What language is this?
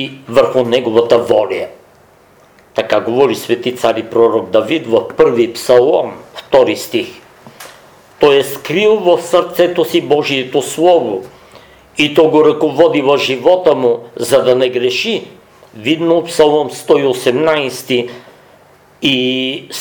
Bulgarian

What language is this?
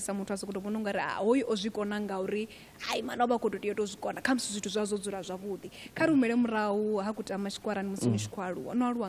Venda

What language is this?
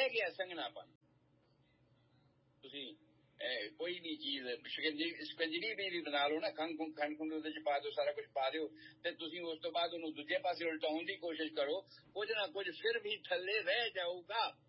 Punjabi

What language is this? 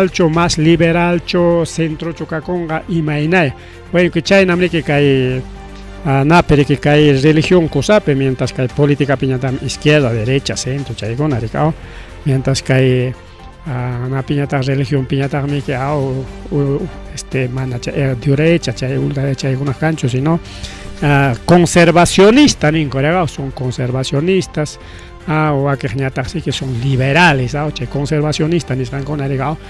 Ayacucho Quechua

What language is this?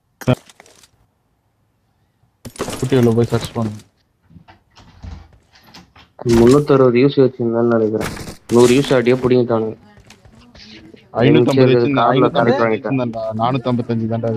Tamil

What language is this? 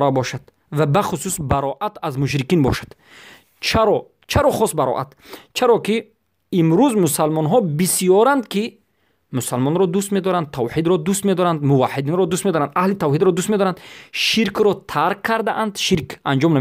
Persian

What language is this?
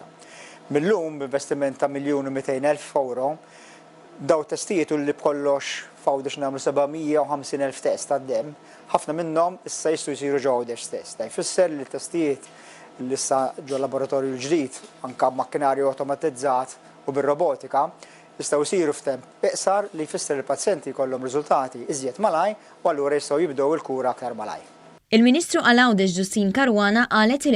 Maltese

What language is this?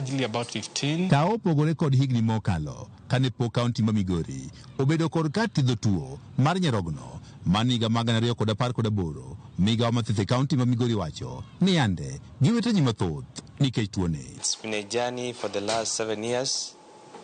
Luo (Kenya and Tanzania)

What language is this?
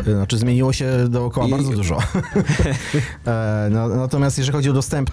Polish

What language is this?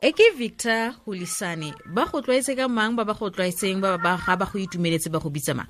Tswana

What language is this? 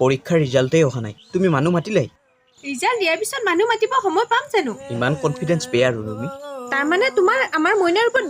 Assamese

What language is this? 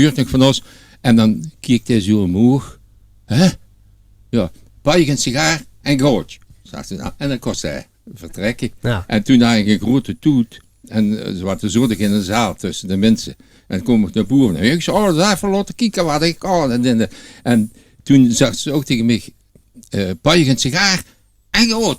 Limburgish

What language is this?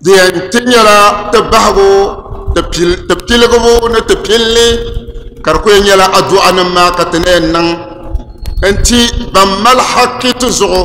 Dagbani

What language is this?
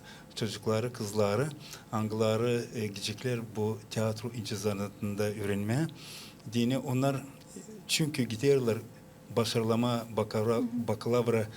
Gagauz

